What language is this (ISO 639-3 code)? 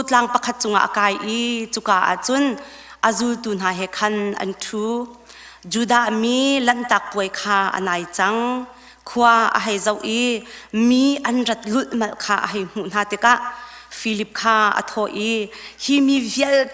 cnh